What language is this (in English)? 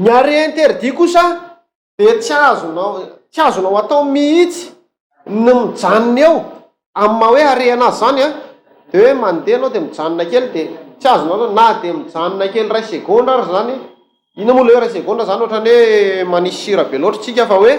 Malagasy